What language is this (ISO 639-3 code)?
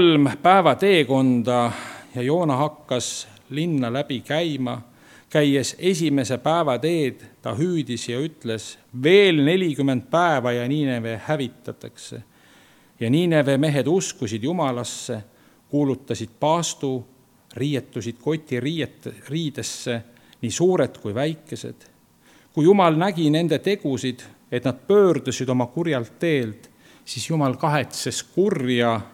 est